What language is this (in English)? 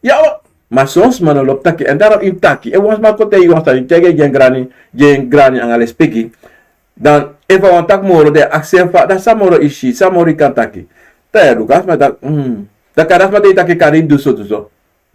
Sranan Tongo